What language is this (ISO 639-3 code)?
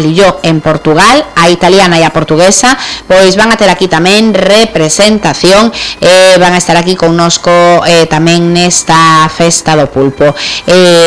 glg